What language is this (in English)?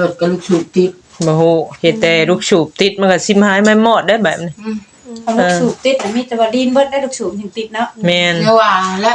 Northeastern Thai